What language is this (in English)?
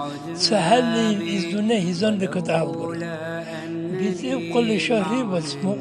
Dargwa